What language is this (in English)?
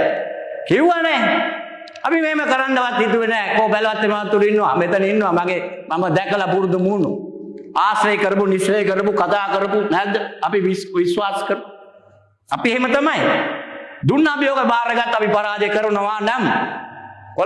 Sinhala